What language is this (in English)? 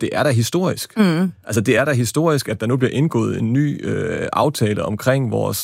Danish